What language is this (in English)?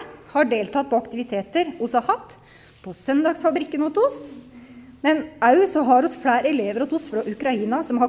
Norwegian